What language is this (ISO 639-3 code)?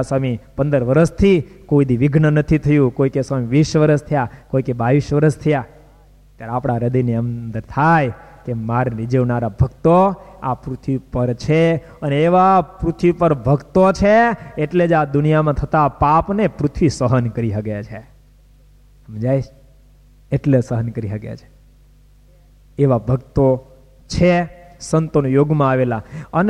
guj